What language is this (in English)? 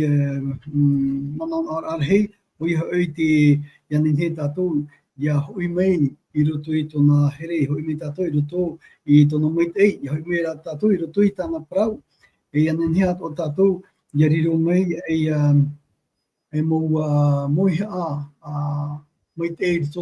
Tahitian